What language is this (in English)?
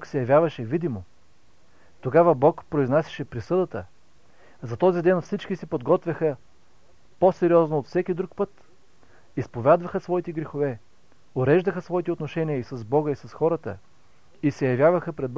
Bulgarian